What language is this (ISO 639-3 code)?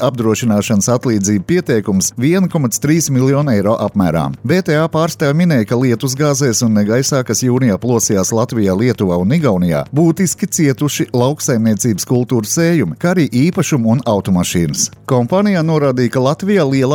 lav